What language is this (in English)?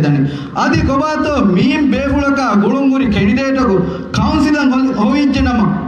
Divehi